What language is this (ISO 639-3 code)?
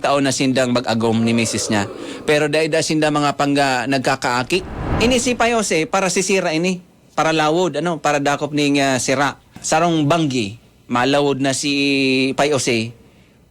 bik